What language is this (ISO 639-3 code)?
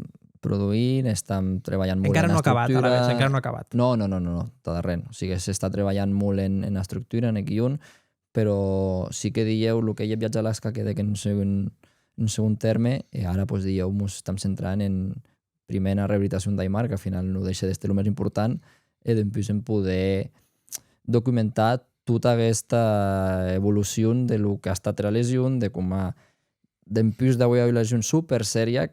oci